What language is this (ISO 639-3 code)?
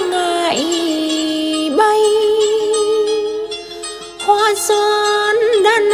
vie